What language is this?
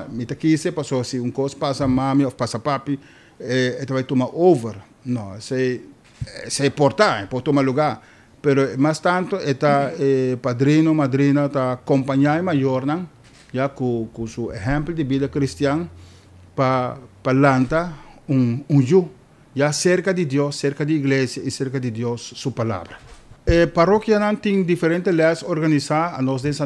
Papiamento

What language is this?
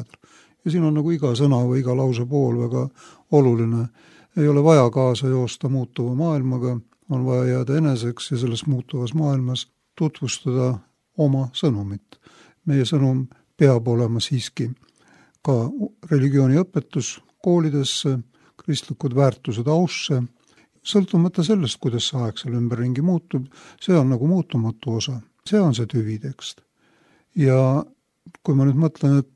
Estonian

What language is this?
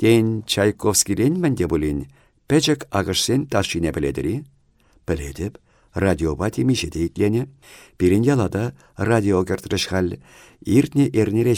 Chuvash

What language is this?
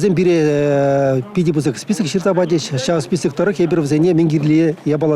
Chuvash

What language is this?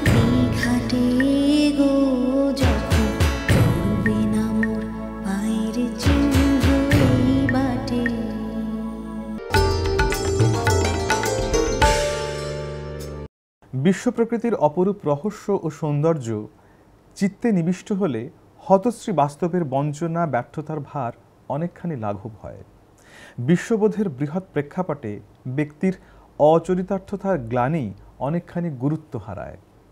Bangla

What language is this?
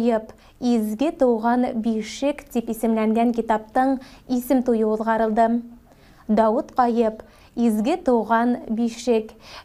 Bashkir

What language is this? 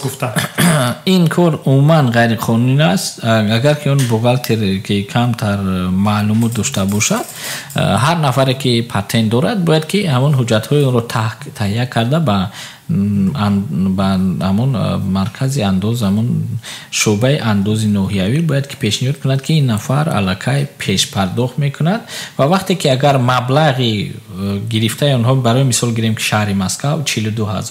Tajik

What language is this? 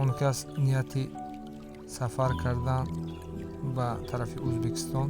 Tajik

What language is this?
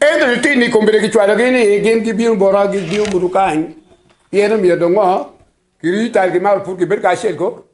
Acoli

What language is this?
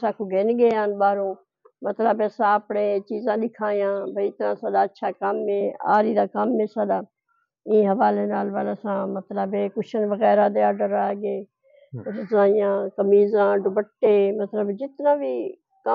Saraiki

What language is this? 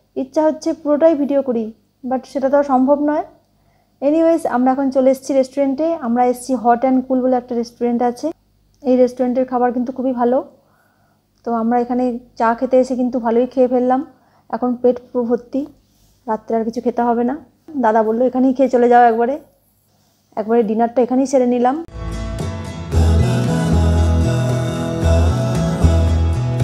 Bangla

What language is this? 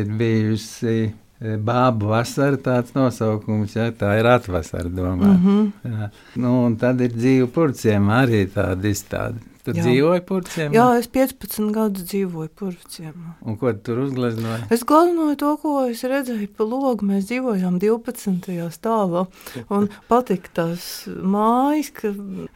Latvian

